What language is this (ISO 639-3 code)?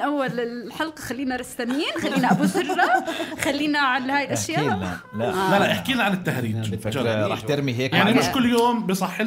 apc